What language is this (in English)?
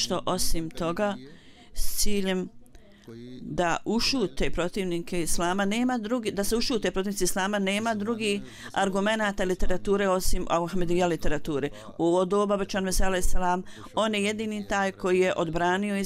Bosnian